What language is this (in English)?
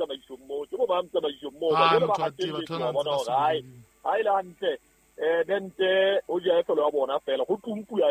Southern Sotho